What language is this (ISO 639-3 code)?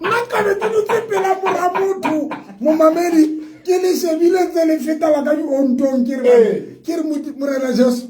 sot